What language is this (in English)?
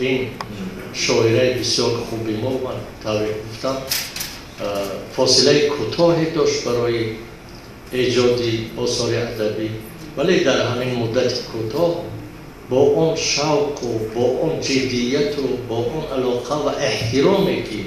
Tajik